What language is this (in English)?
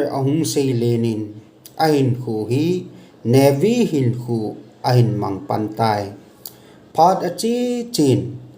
Thado Chin